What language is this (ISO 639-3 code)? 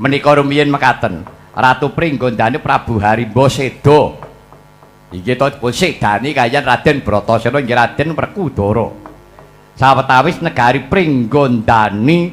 jav